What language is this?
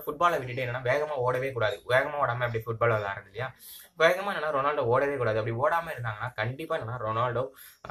Tamil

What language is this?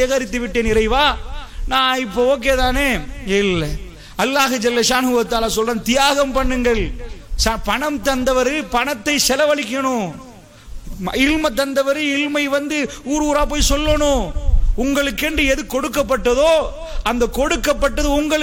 Tamil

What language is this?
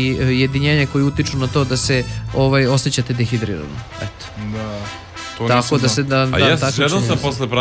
Serbian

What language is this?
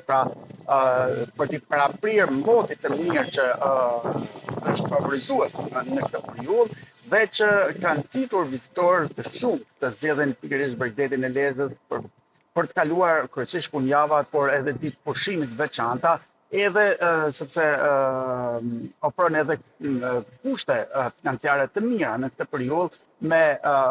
Albanian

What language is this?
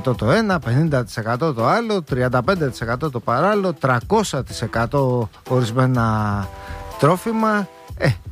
Greek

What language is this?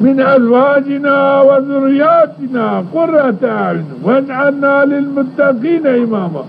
Zaza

